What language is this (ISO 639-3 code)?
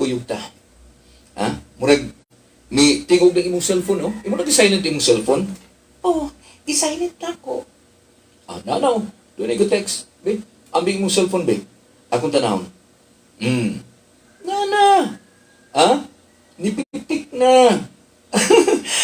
ceb